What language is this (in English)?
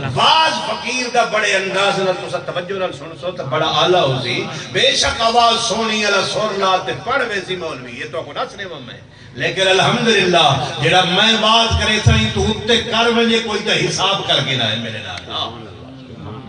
Saraiki